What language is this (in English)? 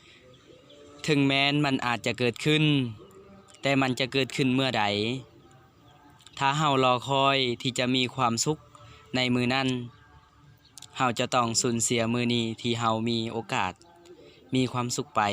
Lao